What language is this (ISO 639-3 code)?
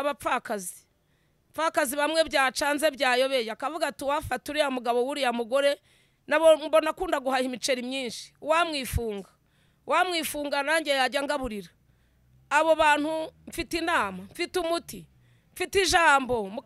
kin